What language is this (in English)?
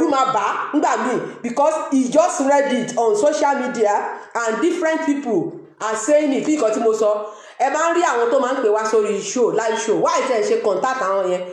Yoruba